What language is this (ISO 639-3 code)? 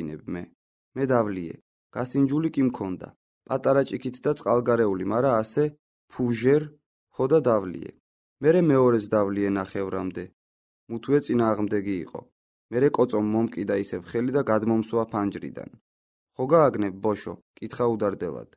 kat